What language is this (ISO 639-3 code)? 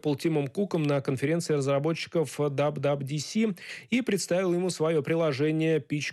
rus